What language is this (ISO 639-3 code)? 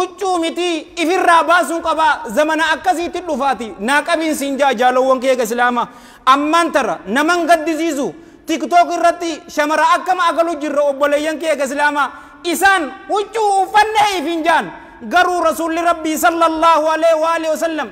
orm